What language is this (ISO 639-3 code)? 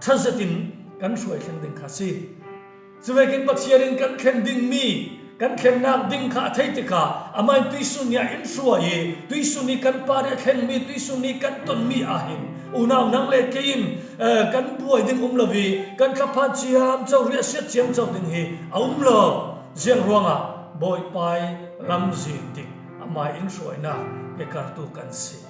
cfm